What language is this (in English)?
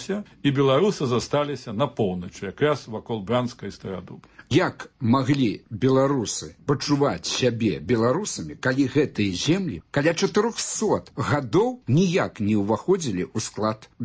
Belarusian